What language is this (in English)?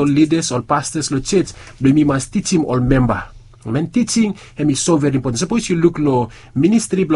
Bislama